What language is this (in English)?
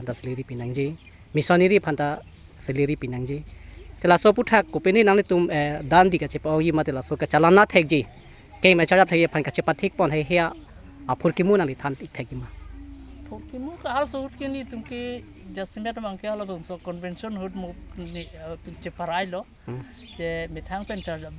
Karbi